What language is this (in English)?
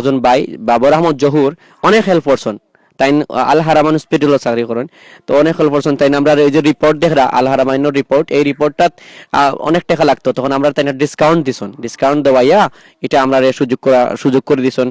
Sylheti